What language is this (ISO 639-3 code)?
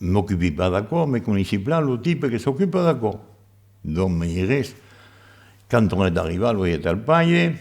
oci